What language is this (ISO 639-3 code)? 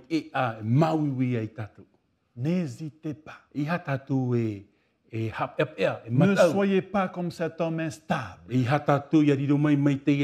tah